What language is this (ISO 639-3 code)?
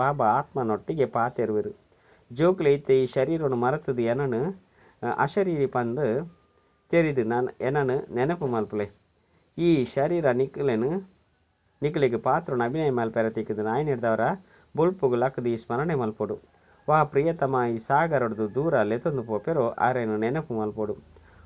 tcy